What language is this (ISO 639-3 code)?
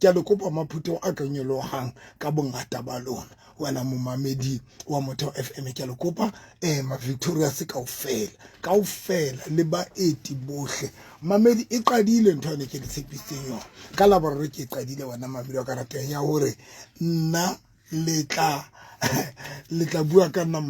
sot